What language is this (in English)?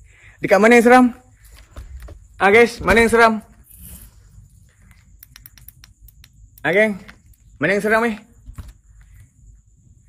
Malay